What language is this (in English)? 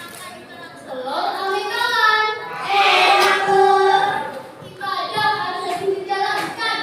Betawi